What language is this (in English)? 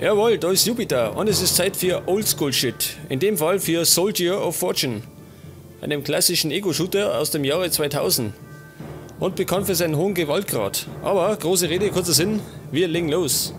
Bavarian